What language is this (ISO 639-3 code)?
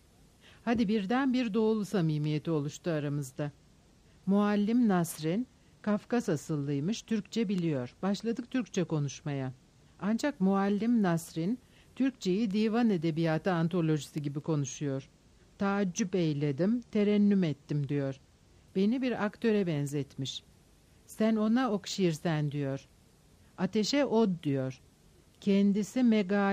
tur